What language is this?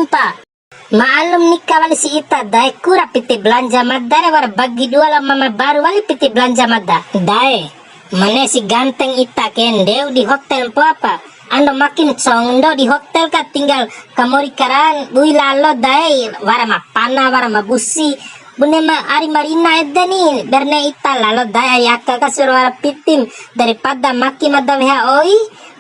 Bima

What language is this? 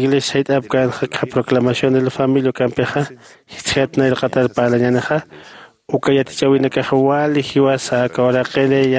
Aymara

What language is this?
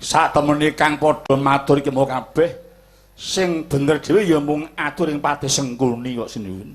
Javanese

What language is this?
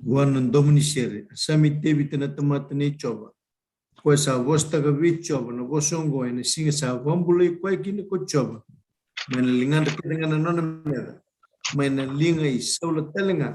Fijian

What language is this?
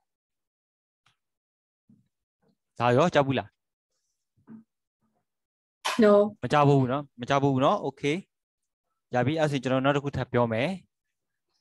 Burmese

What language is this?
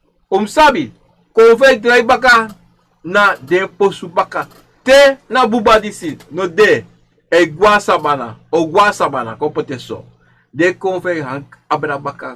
Sranan Tongo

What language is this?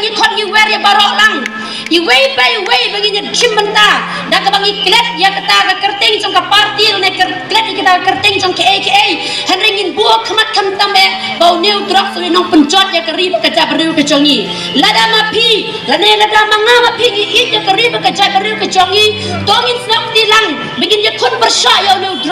Khasi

